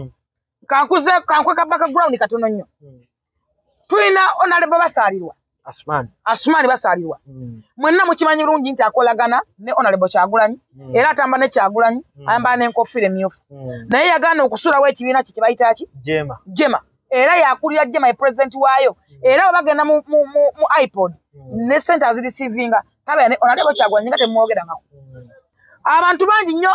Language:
Ganda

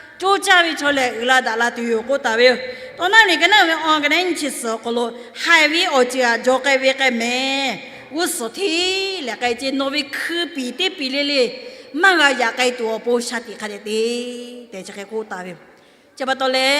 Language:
Lahu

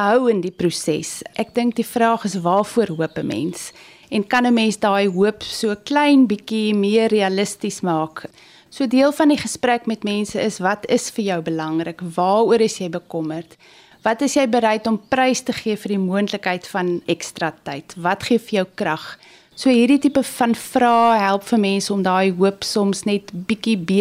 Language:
Afrikaans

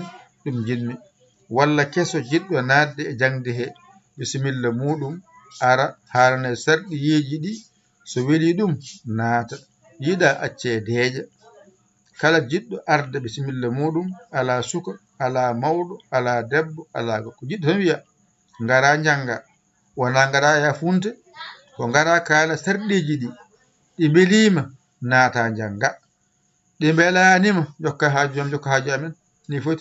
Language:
Fula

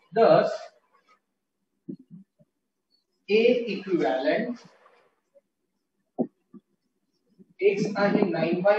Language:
Marathi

